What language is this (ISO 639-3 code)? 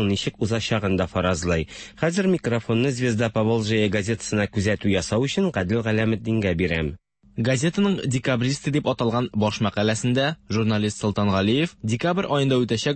tat